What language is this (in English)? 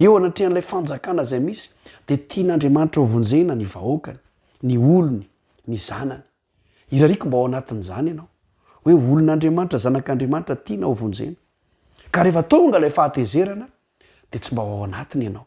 Malagasy